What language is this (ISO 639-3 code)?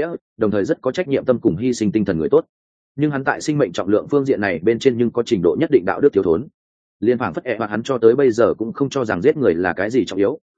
vie